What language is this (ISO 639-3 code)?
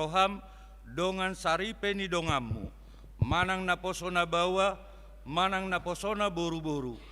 bbc